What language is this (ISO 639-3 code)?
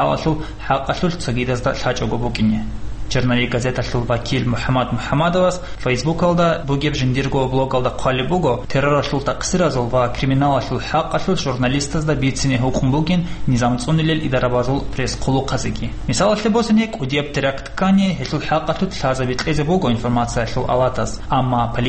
ava